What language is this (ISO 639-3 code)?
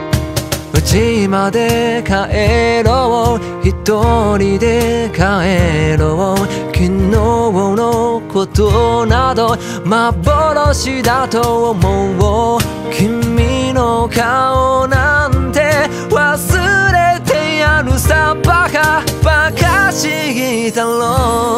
jpn